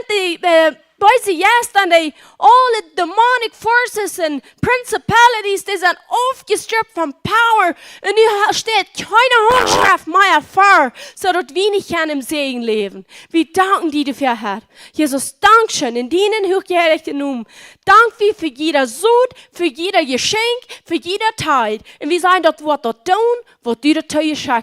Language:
Plautdietsch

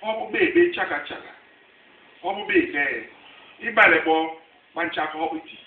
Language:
Basaa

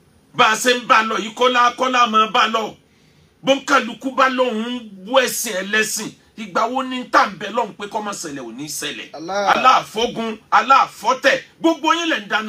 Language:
Yoruba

